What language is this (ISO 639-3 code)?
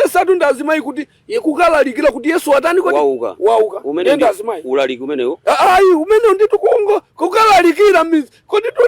nya